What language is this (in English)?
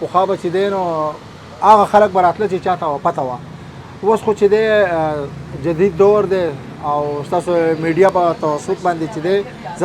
Pashto